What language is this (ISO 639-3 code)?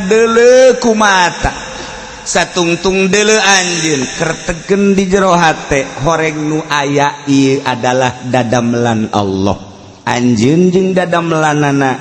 sun